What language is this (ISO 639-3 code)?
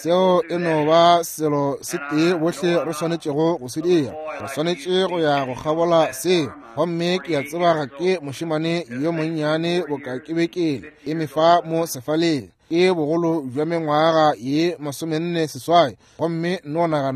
nso